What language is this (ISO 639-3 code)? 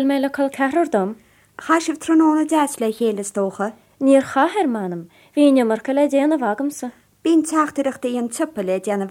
gle